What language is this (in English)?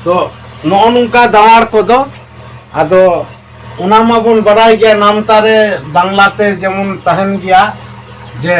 Santali